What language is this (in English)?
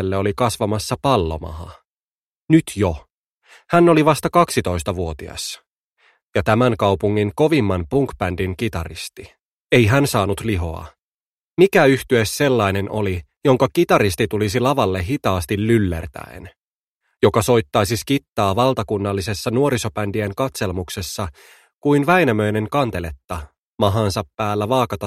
Finnish